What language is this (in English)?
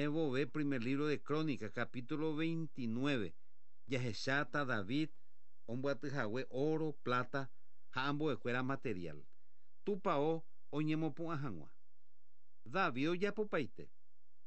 Guarani